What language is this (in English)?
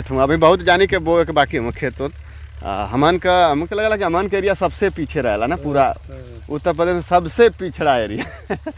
Bhojpuri